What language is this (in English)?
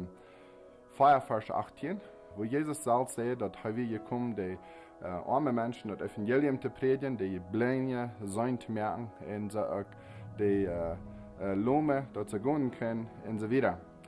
Plautdietsch